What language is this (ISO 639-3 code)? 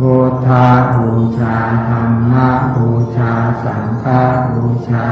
pli